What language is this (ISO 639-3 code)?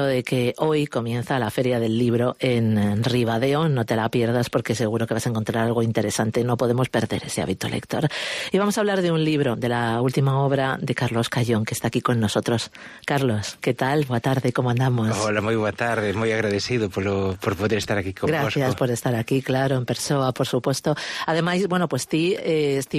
glg